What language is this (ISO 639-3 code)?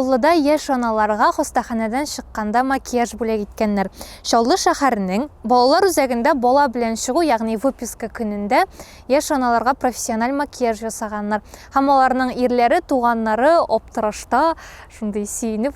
tat